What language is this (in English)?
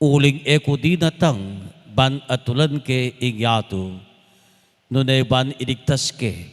Pampanga